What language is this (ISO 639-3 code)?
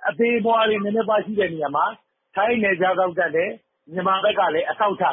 mya